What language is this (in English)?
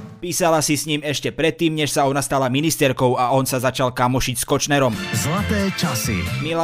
Slovak